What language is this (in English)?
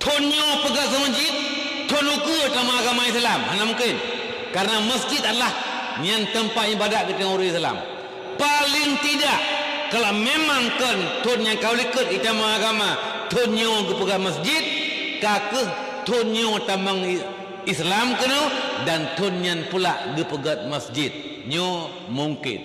Achinese